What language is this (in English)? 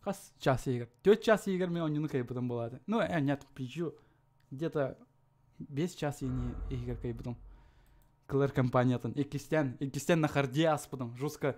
Yakut